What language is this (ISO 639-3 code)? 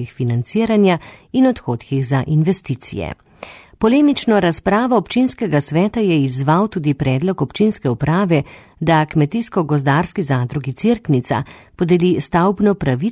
slv